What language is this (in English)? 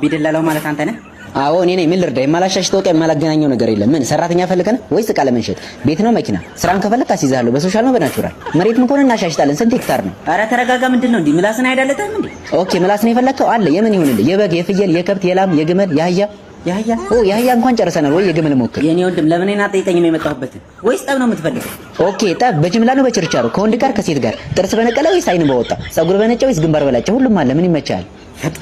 Amharic